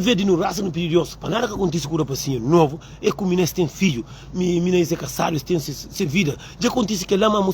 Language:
Kabuverdianu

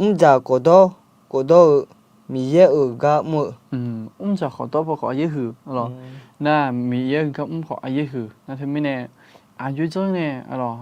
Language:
Akha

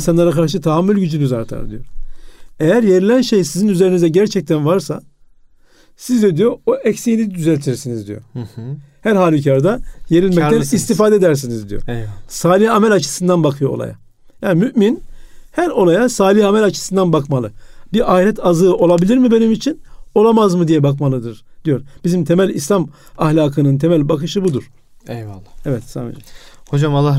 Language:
Turkish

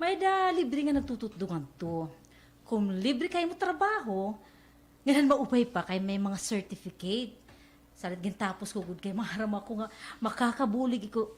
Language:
Waray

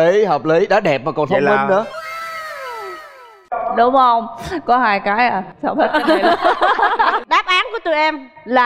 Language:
Vietnamese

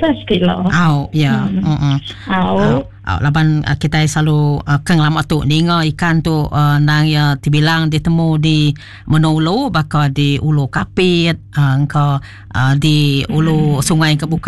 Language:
Iban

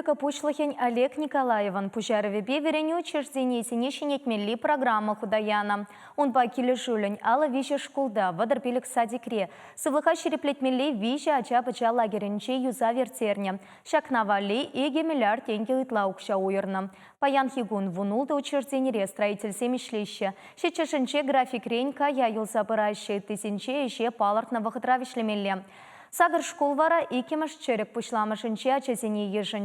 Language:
Chuvash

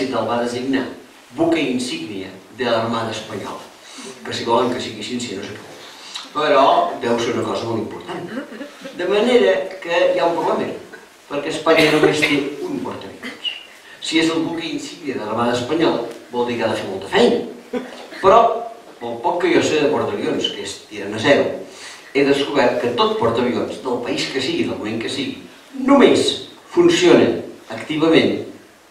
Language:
Catalan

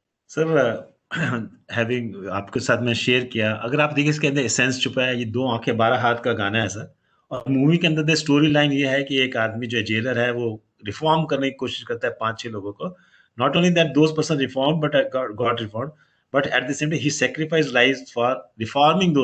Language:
Hindi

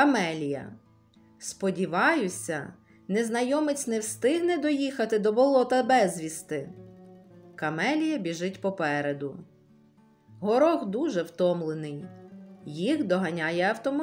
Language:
Ukrainian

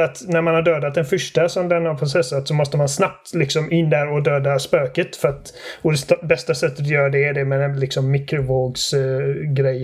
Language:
Swedish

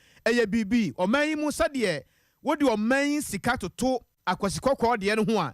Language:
Akan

